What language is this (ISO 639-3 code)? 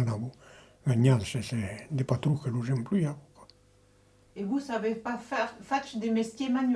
oci